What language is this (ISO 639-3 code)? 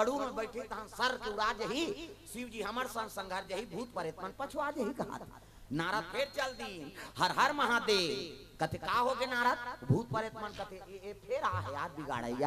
hne